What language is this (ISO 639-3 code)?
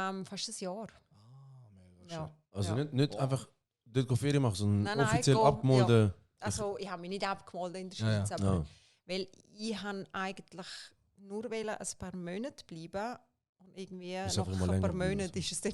gsw